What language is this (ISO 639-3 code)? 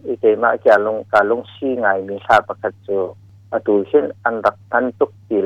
cnh